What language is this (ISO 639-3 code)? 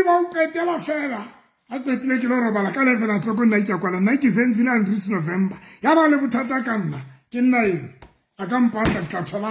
sot